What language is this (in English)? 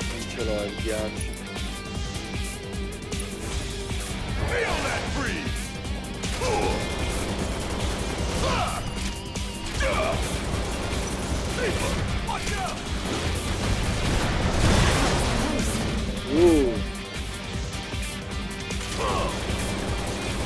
Italian